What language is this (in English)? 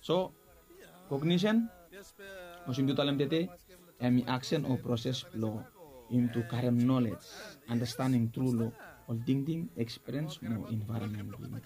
Bislama